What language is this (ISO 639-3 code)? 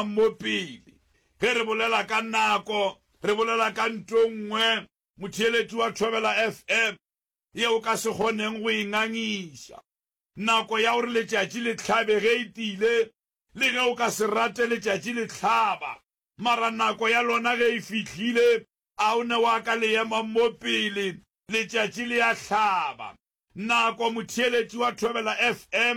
nso